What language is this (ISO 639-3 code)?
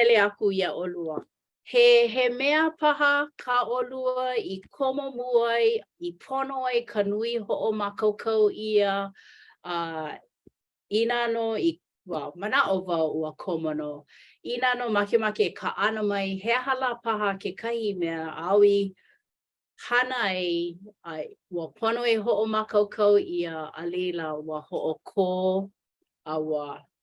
haw